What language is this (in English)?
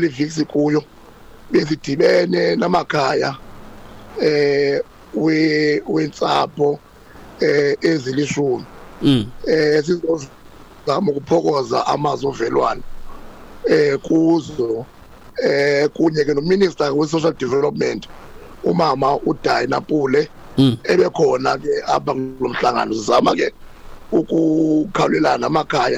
Xhosa